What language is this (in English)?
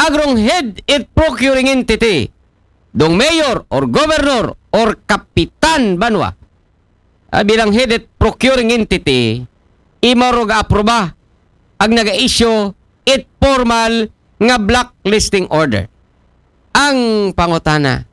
Aklanon